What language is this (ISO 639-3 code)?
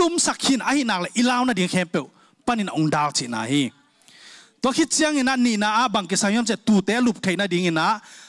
ctd